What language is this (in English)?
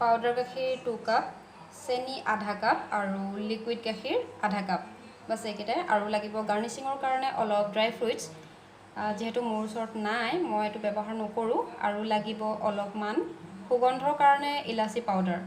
Assamese